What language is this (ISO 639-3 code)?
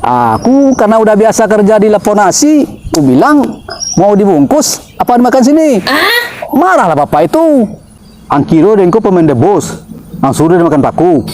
min